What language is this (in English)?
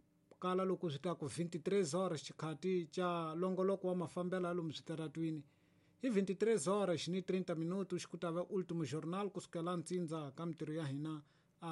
Tsonga